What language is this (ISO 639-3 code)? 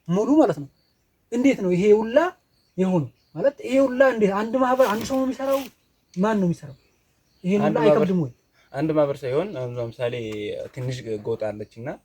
amh